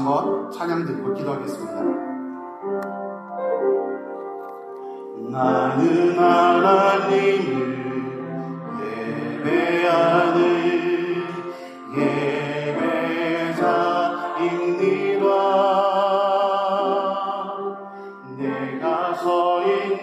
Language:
Korean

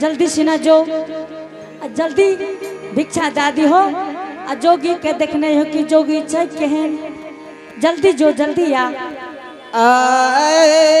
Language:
Angika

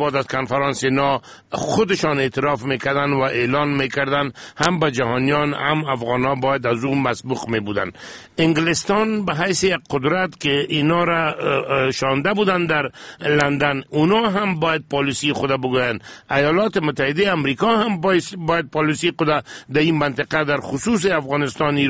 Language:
Persian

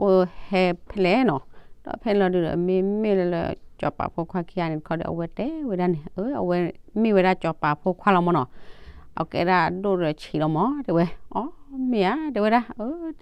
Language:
S'gaw Karen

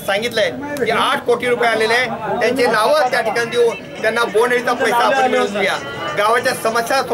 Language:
Marathi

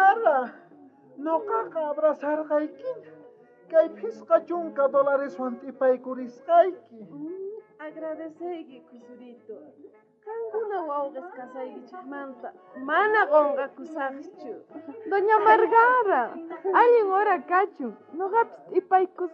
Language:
South Bolivian Quechua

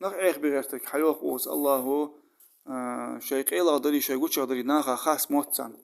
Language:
Ingush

